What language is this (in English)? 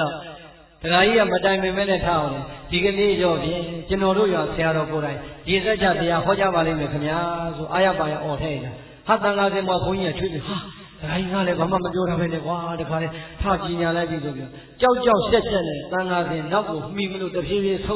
Burmese